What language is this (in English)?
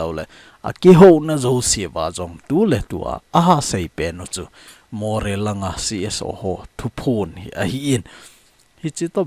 Thado Chin